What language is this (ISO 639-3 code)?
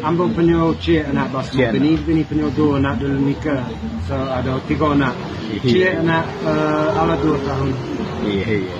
min